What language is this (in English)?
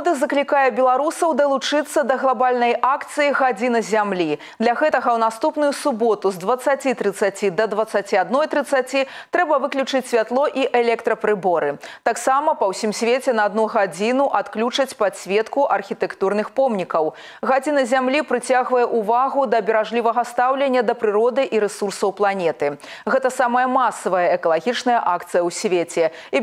Belarusian